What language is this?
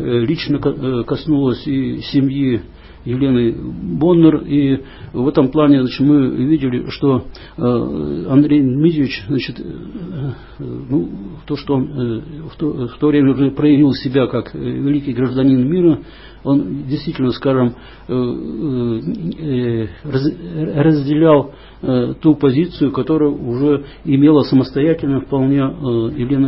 Russian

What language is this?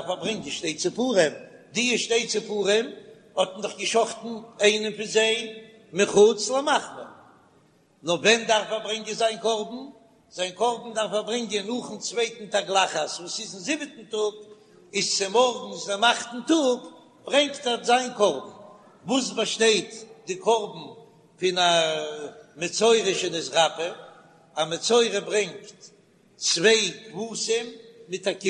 Yiddish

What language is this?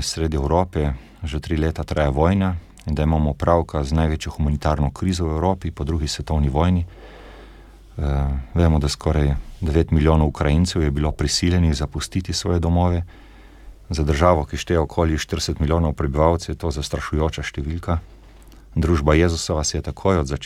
Slovenian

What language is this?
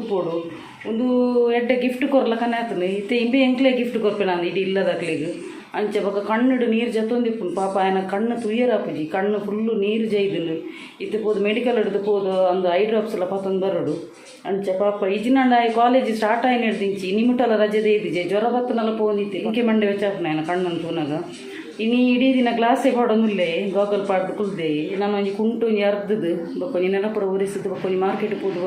Tulu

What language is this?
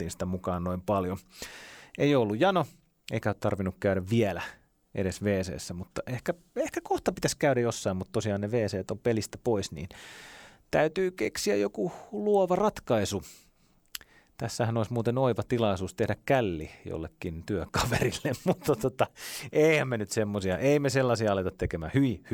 Finnish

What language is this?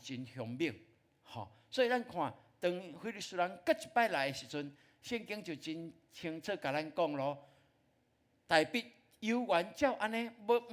Min Nan Chinese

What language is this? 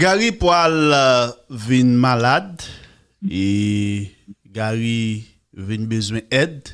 Haitian Creole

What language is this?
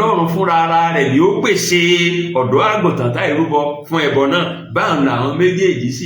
Yoruba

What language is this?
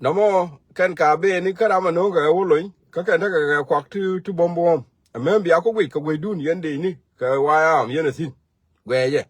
Nuer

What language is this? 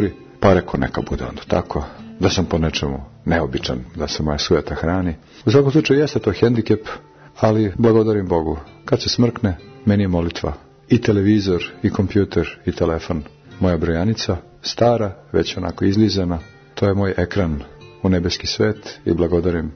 Serbian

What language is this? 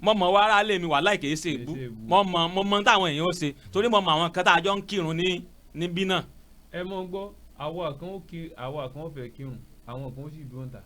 Yoruba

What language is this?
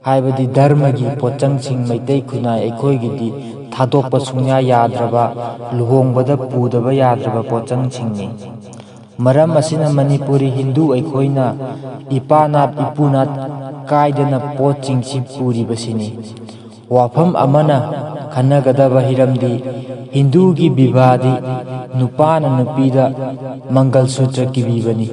Manipuri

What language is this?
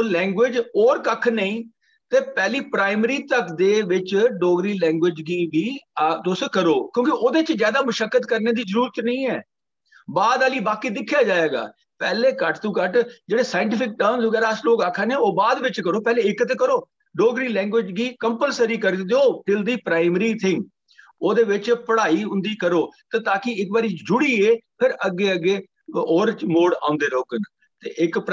Dogri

